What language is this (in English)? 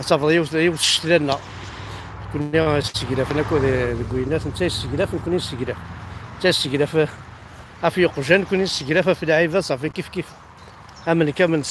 Kabyle